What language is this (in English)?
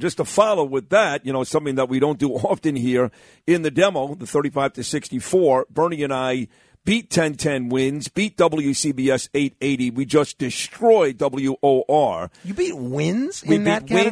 English